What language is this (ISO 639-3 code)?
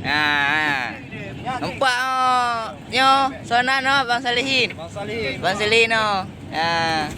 ace